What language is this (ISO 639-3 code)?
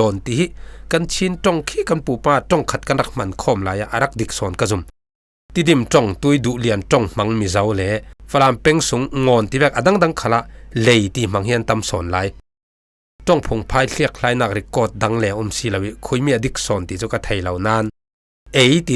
cfm